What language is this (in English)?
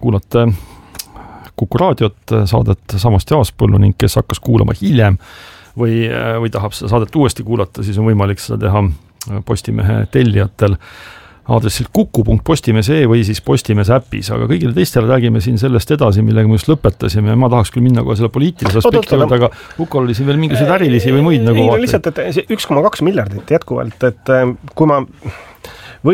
Estonian